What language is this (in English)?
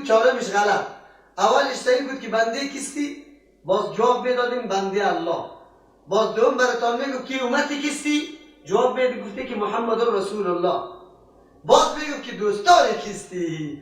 Persian